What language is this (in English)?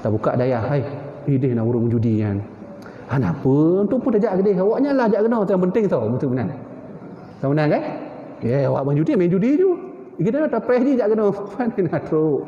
Achinese